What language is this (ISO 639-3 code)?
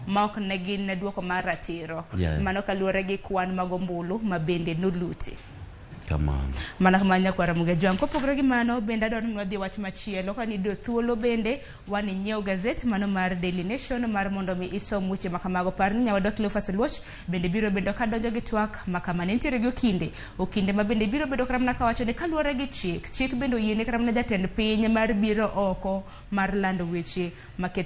luo